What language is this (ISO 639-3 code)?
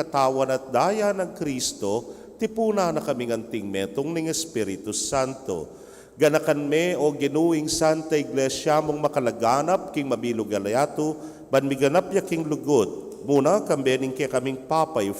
pam